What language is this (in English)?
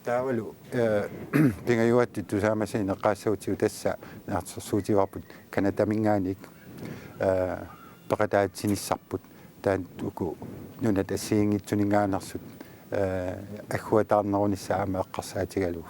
Kalaallisut